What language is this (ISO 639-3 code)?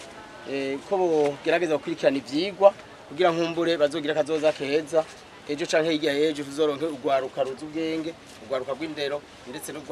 run